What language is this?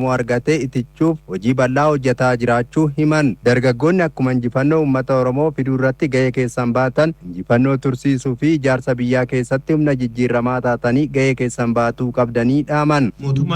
Oromo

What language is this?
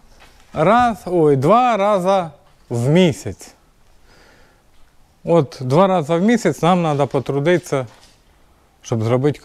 Ukrainian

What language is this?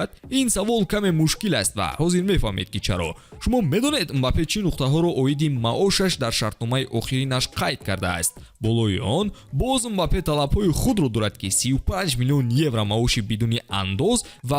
Tajik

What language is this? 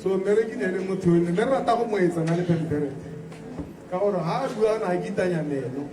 Tswana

